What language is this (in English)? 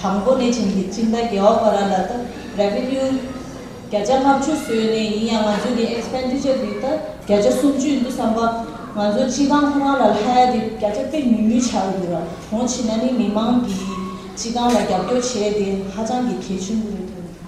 Tibetan